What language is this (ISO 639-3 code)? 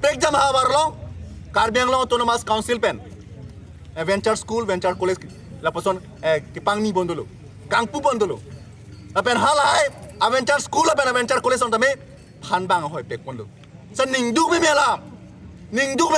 mjw